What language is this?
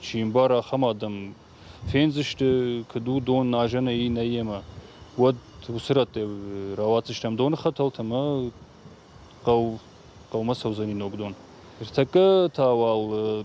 Ossetic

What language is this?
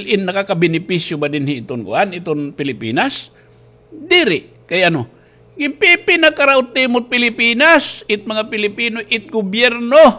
Waray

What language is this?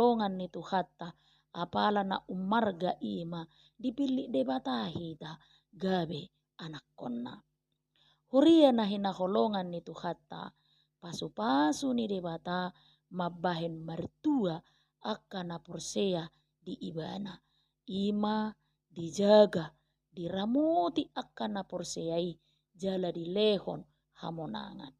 Batak Toba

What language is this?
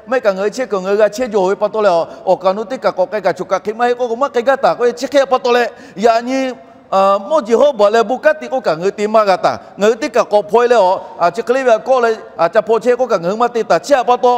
Lahu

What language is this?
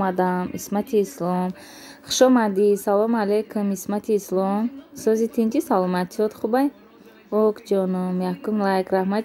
Tajik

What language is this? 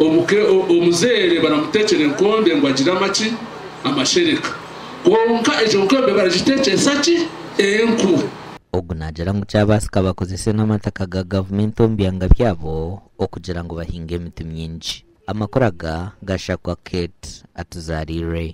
Nyankole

